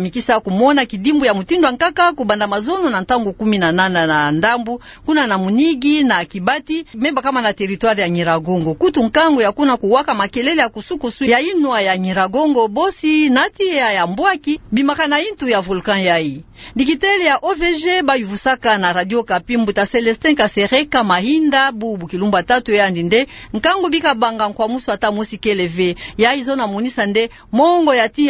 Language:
Kituba (Democratic Republic of Congo)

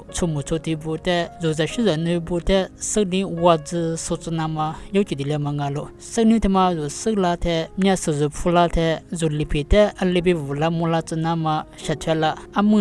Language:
Lisu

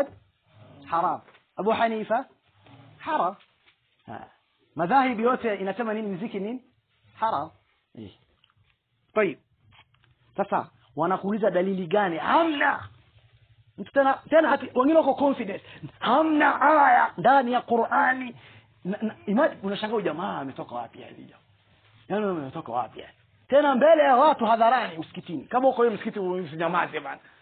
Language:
Swahili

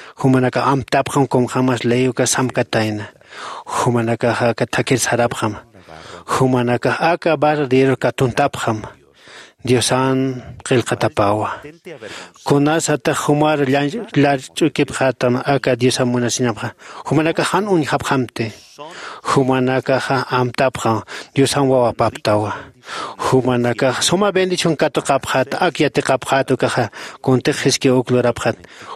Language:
Aymara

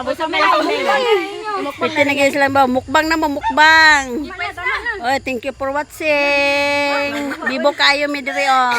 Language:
Cebuano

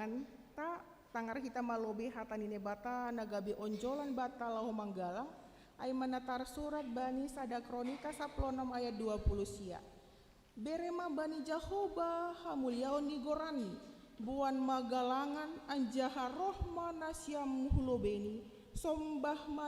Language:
Batak Simalungun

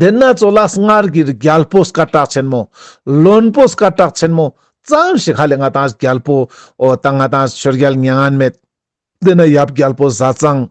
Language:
Ladakhi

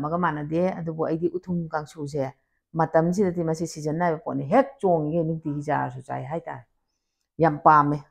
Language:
Manipuri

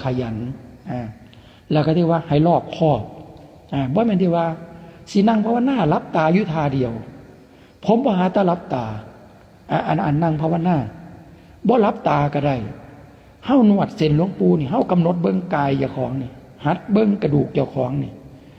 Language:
Lao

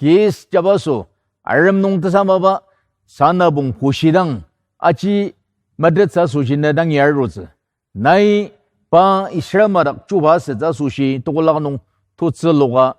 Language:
Ao Naga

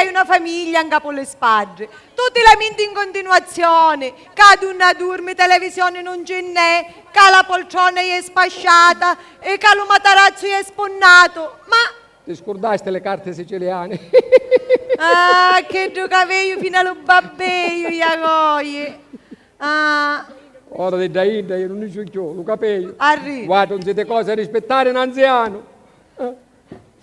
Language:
Sicilian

